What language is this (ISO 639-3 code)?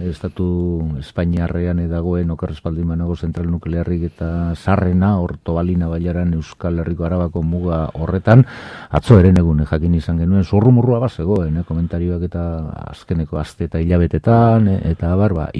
eus